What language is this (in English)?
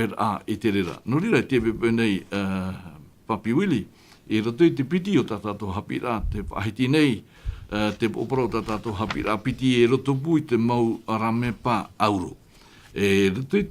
Tahitian